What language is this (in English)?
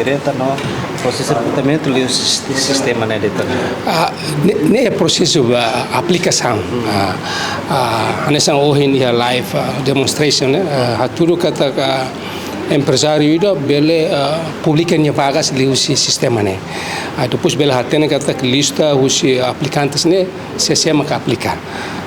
Tetum